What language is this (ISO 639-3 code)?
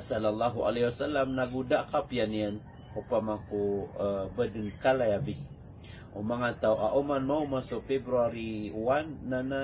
mrw